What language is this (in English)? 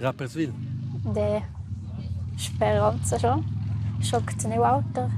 Romansh